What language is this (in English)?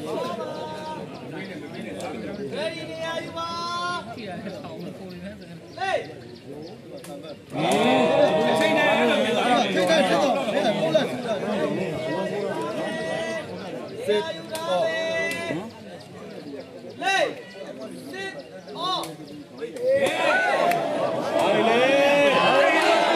Burmese